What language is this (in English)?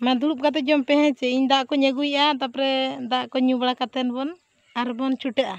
Santali